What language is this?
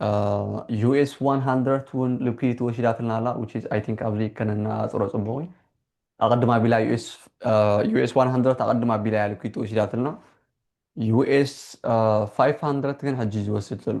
Tigrinya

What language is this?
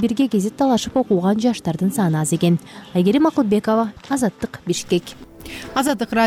Kyrgyz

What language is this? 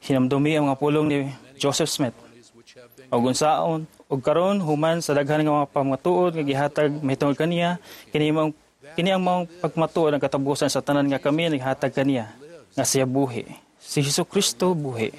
Cebuano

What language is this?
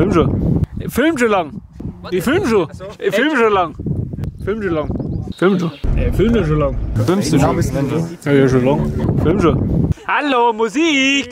German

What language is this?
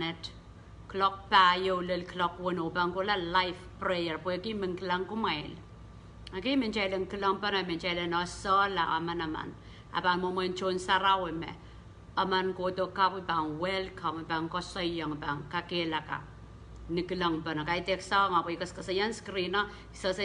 Pohnpeian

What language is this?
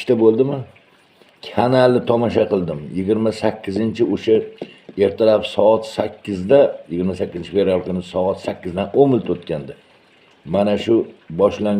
Uzbek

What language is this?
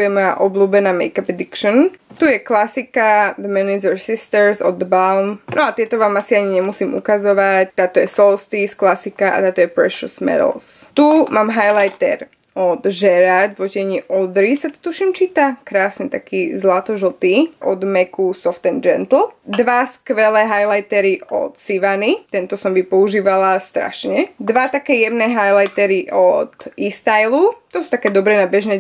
Slovak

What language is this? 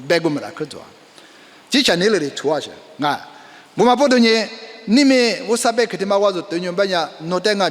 Lisu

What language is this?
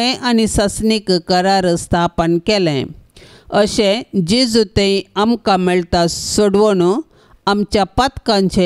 Konkani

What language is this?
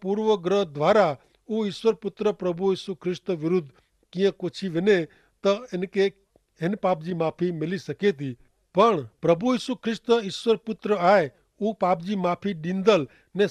Kachhi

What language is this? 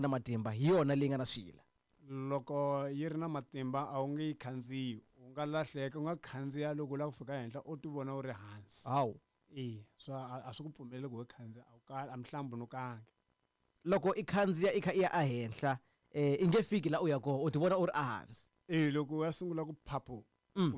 Tsonga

